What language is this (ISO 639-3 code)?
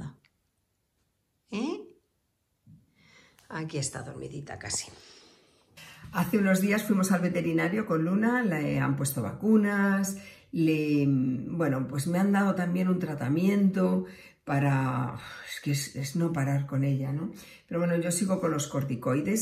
spa